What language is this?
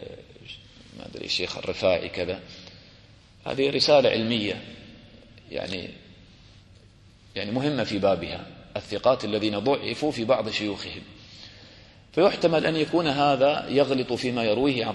Arabic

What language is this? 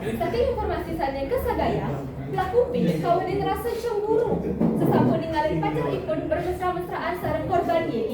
Balinese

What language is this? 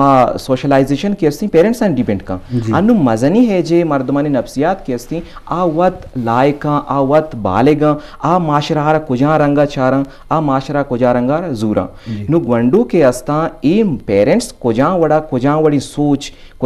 Eastern Balochi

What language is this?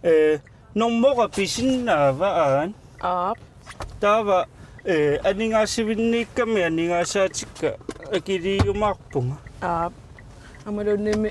Kalaallisut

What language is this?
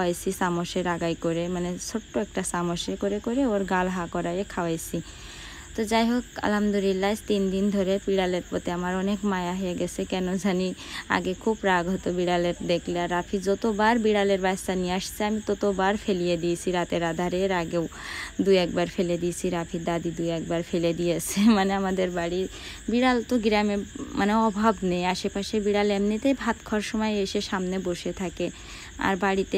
Bangla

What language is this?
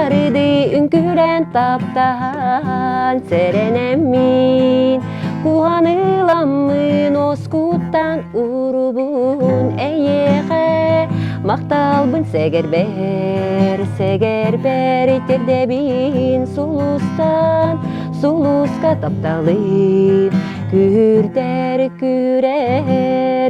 Yakut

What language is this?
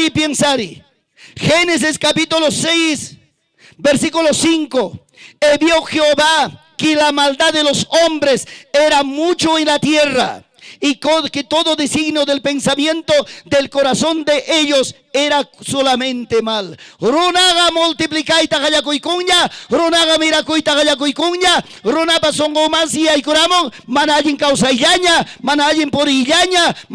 Ayacucho Quechua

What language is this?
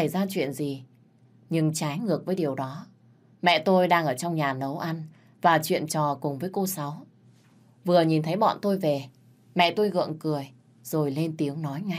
Vietnamese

